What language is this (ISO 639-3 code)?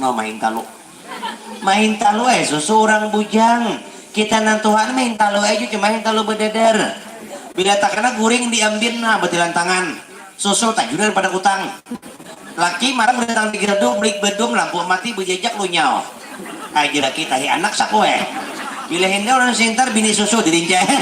bjn